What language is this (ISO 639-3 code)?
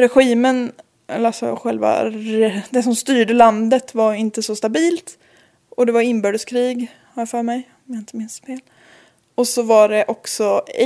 swe